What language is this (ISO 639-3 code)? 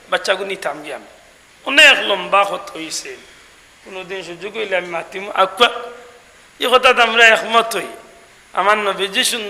syl